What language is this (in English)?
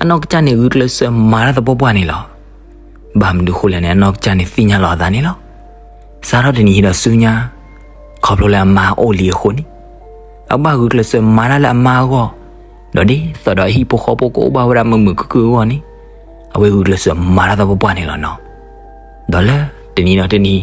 S'gaw Karen